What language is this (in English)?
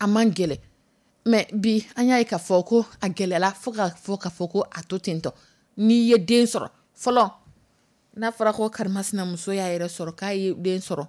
Dyula